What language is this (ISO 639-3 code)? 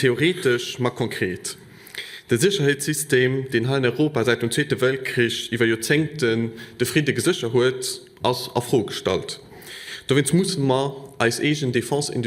ltz